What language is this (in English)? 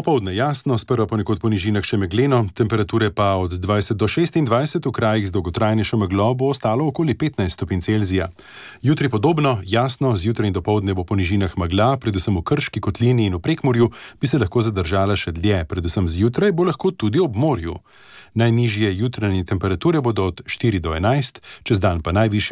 Slovenian